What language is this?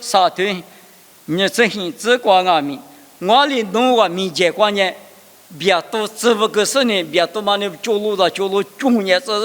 Lisu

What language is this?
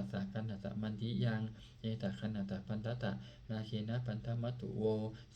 Pali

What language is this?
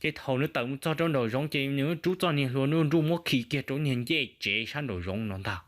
Hmong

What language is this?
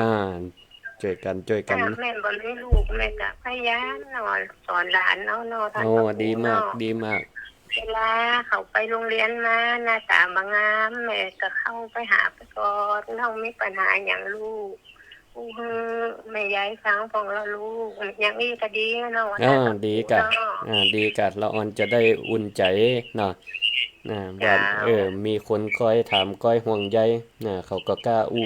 Northern Thai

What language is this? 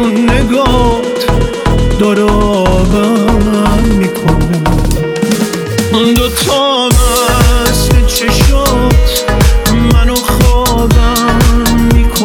Persian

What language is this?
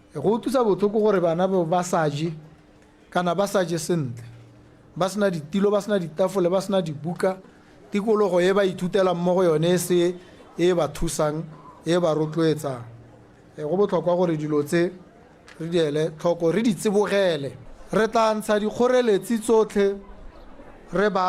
Tswana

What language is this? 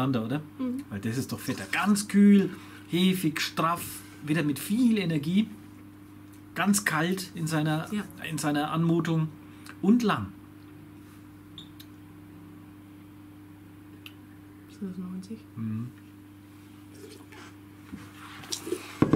German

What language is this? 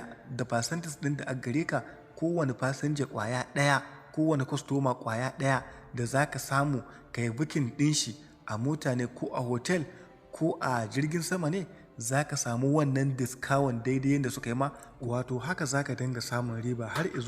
Hausa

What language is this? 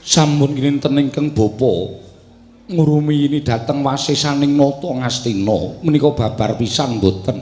Javanese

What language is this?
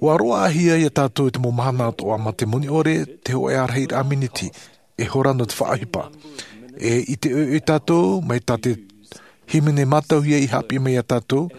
Tahitian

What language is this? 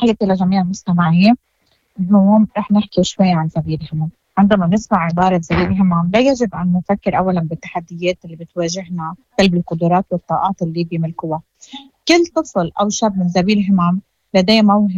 Moroccan Arabic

